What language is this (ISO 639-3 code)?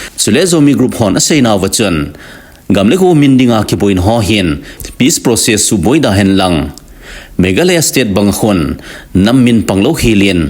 tcz